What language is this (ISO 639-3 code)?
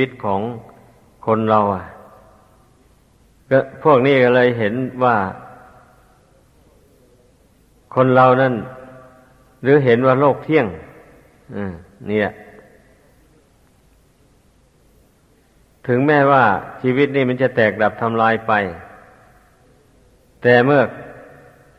tha